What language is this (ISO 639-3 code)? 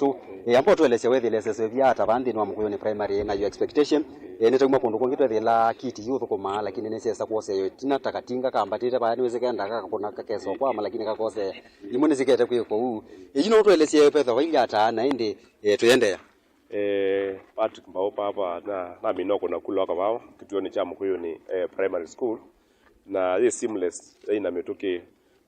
kam